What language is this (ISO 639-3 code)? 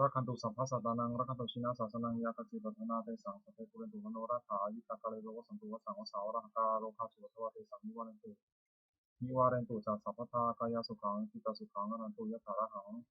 pli